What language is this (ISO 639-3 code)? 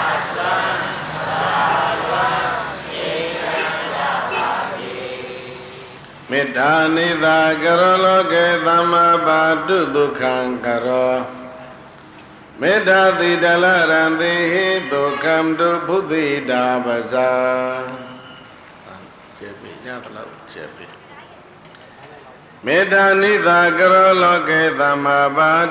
mya